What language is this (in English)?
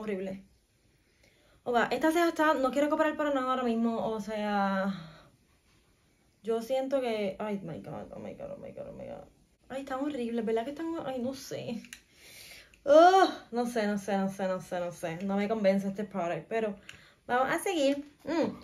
Spanish